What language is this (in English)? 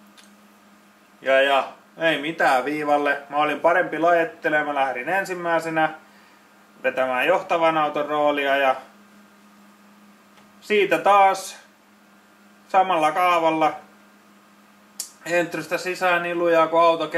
Finnish